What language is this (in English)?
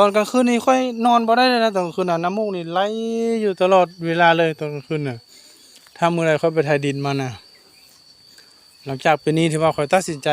Lao